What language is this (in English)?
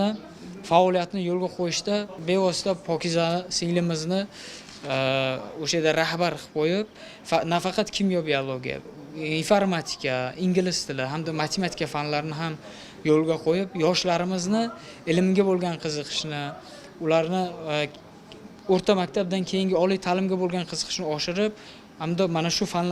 Uzbek